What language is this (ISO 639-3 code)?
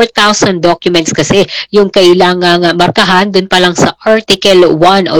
fil